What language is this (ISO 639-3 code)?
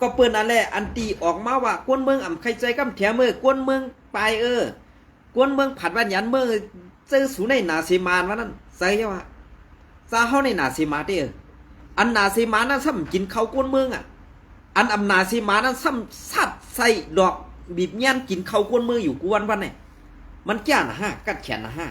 shn